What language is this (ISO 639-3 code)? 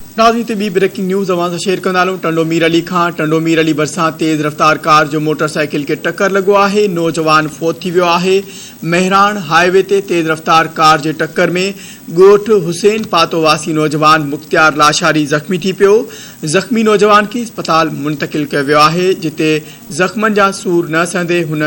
snd